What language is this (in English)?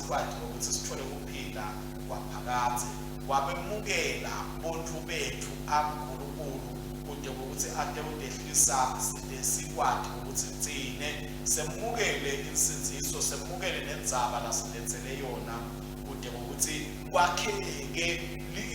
Swati